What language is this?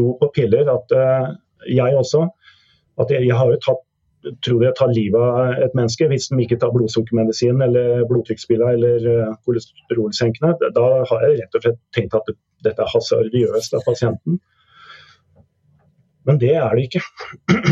Norwegian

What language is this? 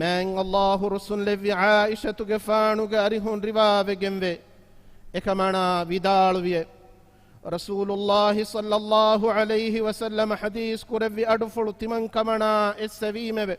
Divehi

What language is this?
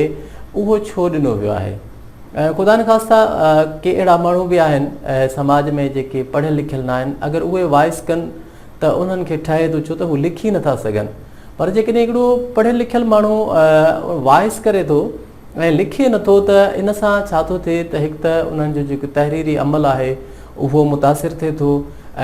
Sindhi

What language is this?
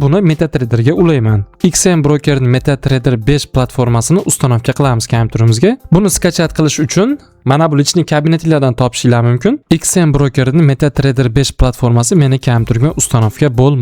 Uzbek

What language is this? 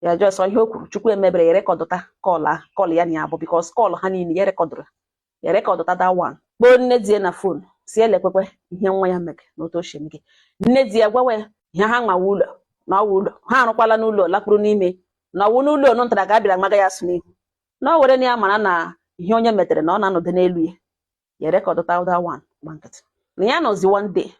Igbo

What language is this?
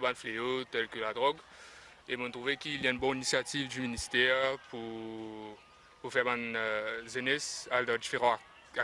Morisyen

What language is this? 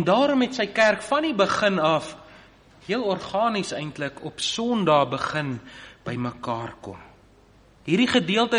Afrikaans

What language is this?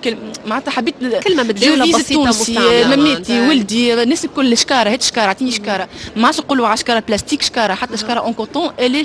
Tunisian Arabic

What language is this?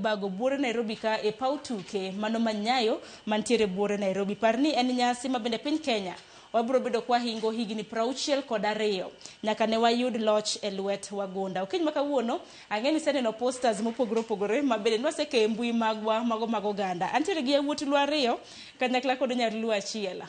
Luo (Kenya and Tanzania)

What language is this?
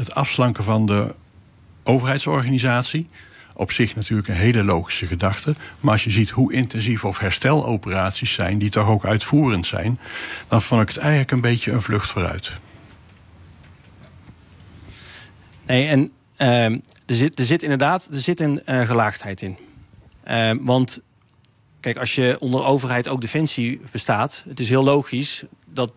Dutch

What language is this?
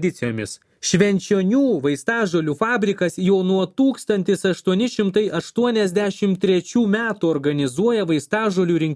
Lithuanian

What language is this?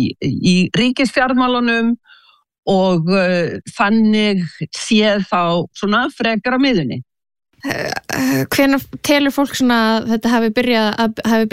Icelandic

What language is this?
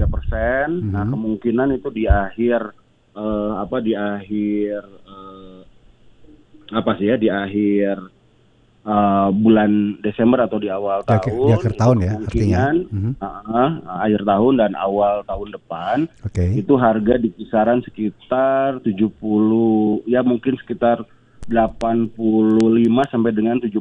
Indonesian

